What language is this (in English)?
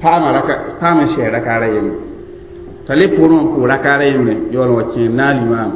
Mossi